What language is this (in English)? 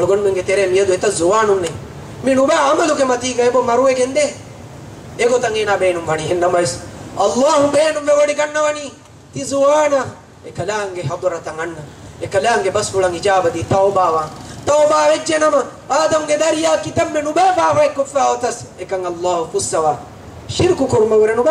Divehi